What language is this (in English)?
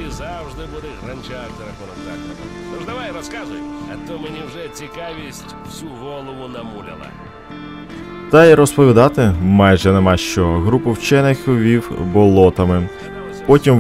Ukrainian